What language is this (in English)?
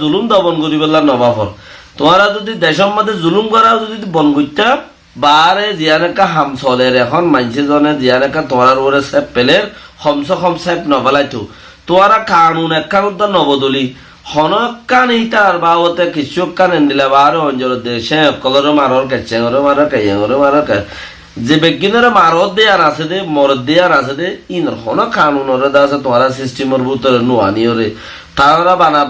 Rohingya